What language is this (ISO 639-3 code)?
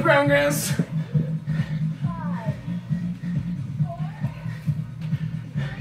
eng